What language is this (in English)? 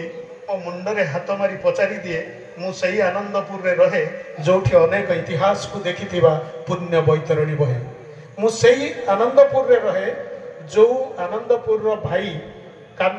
Odia